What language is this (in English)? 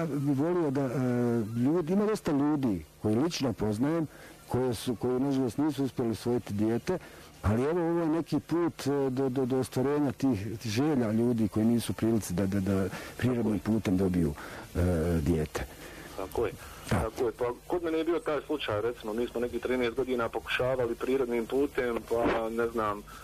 Bosnian